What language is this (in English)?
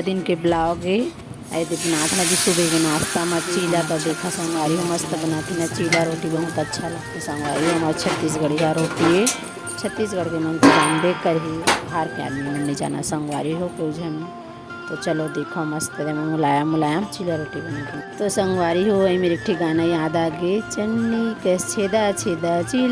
Chhattisgarhi